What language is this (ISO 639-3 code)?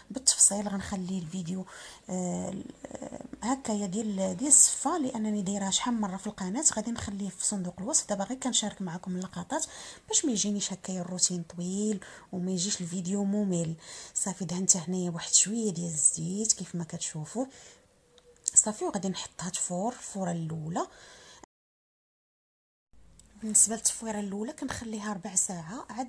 ary